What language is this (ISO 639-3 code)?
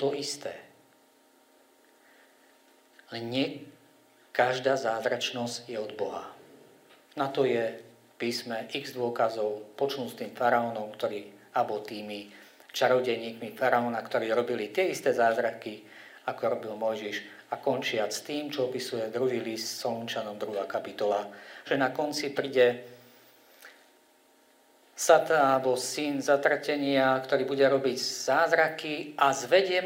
slk